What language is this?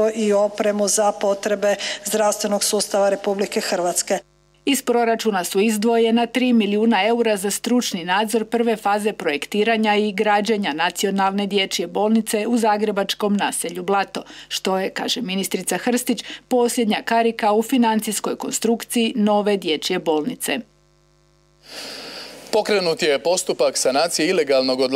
Croatian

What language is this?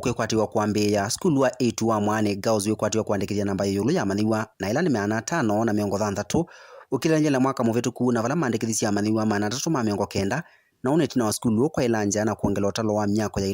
Kamba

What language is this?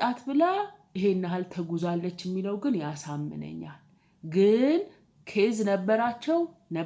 Amharic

